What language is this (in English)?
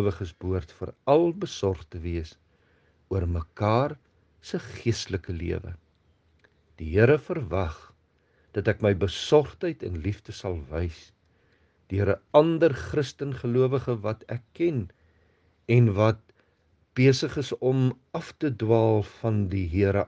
Afrikaans